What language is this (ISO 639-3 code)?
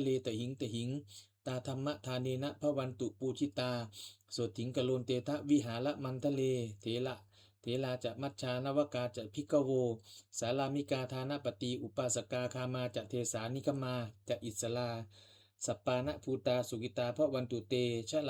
pli